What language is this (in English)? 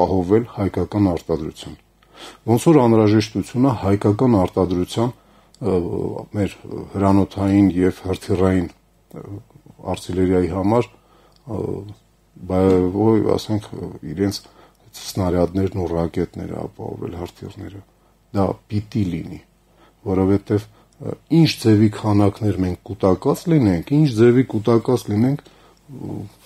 Armenian